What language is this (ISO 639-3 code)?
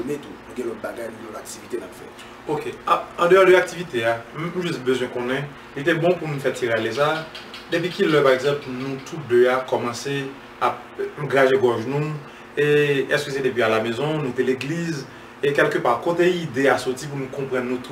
hat